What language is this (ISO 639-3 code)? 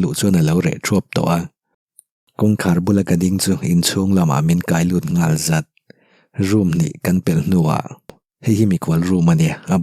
lus